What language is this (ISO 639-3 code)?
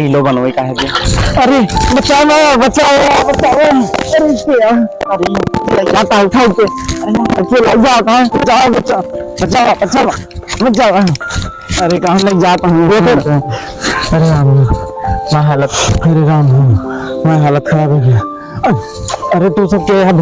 awa